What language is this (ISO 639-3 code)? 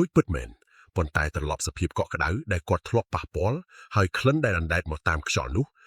khm